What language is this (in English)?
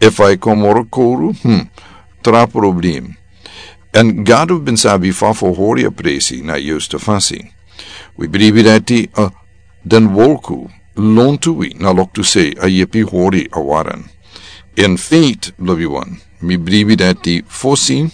Sranan Tongo